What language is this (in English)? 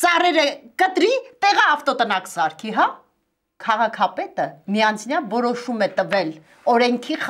Armenian